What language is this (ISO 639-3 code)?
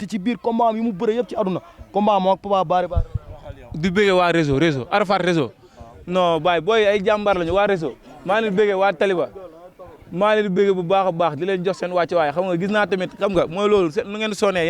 wol